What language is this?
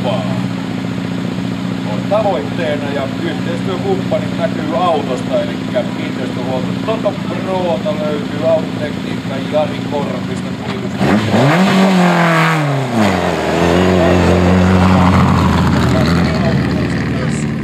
Finnish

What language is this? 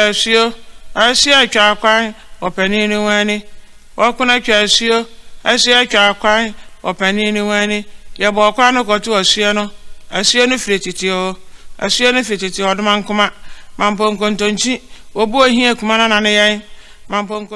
Akan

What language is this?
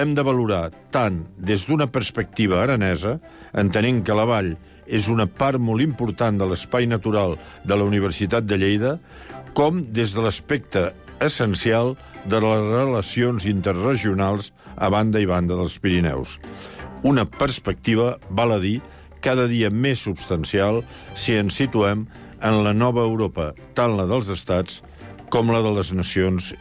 Catalan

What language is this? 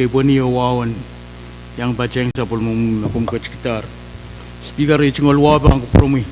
Pohnpeian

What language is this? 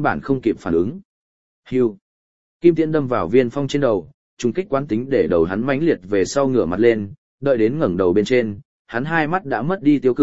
Vietnamese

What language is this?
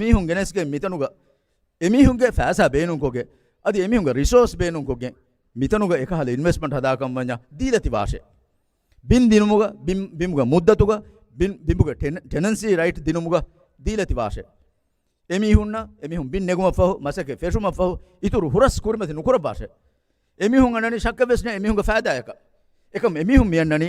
Divehi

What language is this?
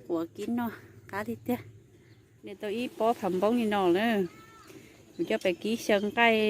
Hmong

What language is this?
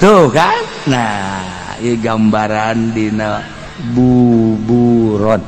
Sundanese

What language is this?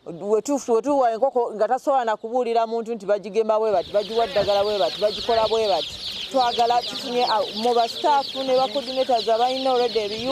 Ganda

